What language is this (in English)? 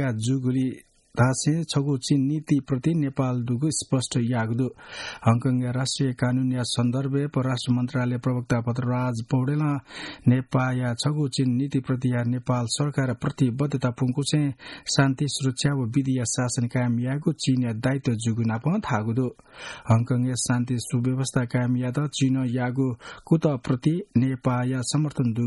Newari